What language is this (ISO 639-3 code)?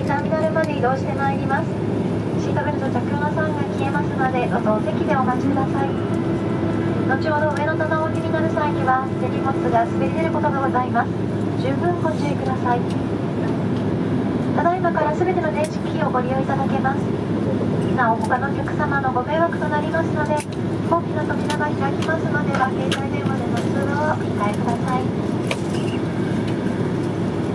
jpn